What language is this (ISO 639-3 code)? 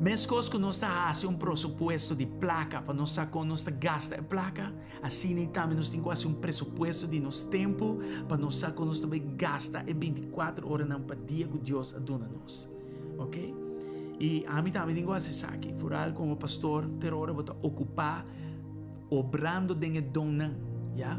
pap